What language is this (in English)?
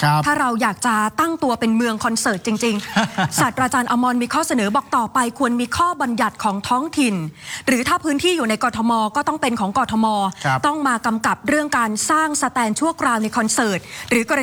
Thai